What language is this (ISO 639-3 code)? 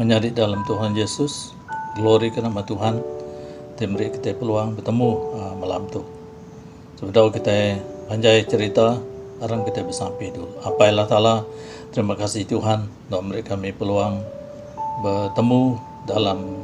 iba